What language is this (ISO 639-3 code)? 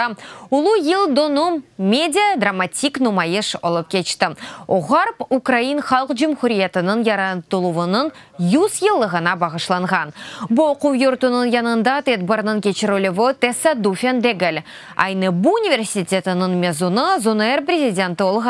crh